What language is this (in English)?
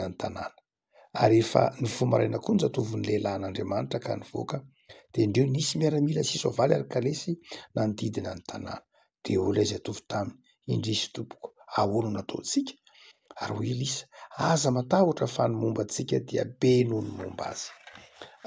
Malagasy